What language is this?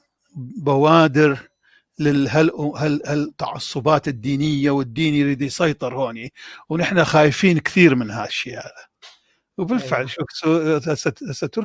North Levantine Arabic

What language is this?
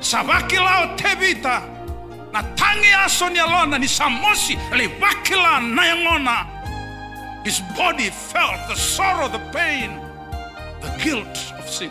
Fijian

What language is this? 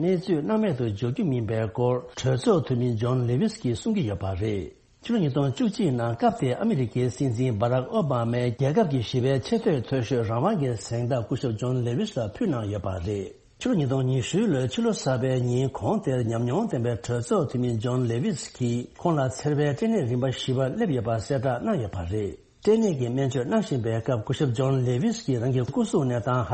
Tibetan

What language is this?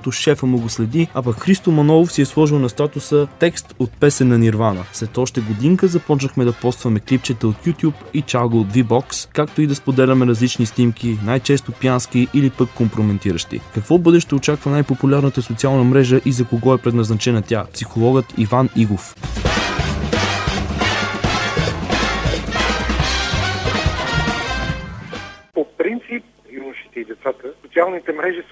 Bulgarian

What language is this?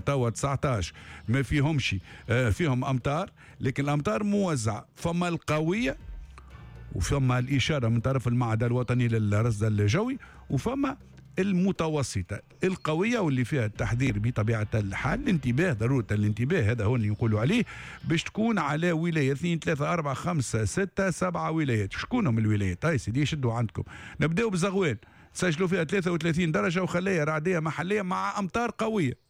Tunisian Arabic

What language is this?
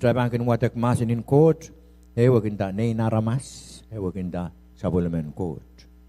Pohnpeian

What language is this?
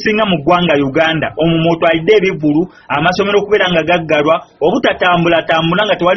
Ganda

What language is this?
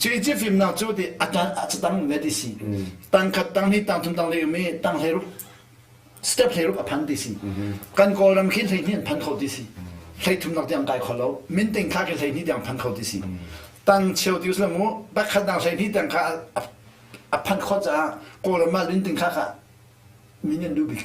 Hakha Chin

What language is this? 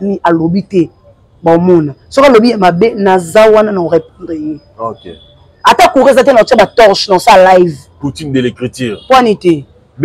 Lingala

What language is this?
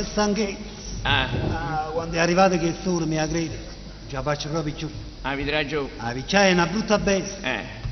Neapolitan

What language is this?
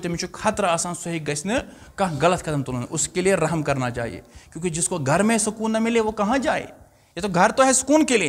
Kashmiri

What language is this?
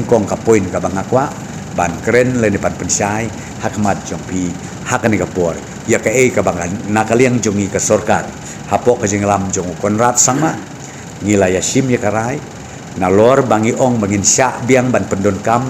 Khasi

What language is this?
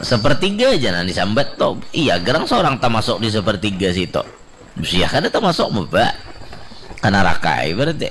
Banjar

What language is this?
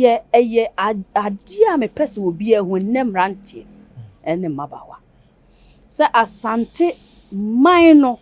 Akan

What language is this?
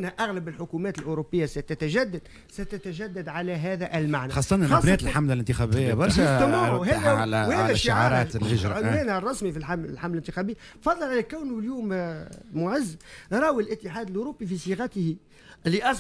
Tunisian Arabic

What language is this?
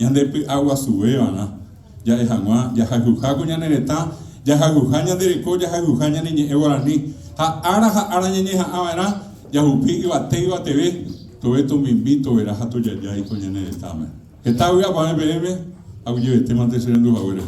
Guarani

